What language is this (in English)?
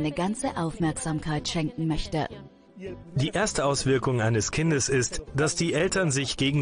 German